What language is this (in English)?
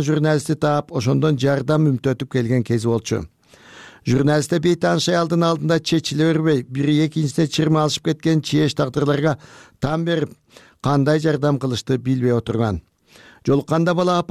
Kyrgyz